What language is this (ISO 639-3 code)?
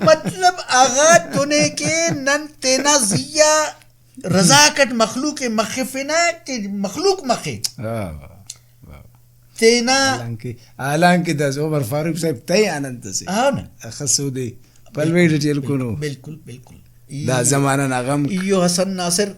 brh